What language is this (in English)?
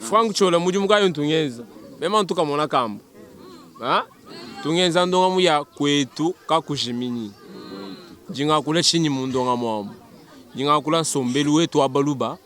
Luba-Lulua